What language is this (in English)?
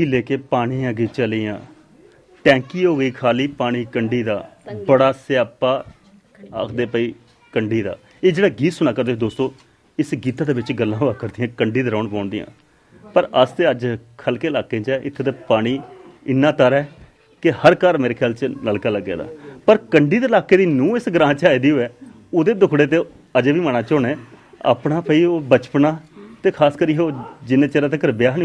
Dogri